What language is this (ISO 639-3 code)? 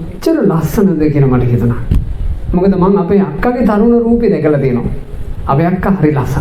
sin